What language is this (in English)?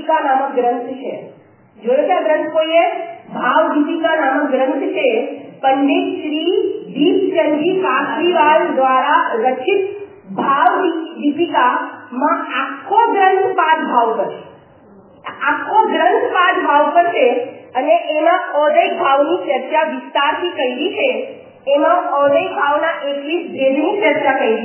Gujarati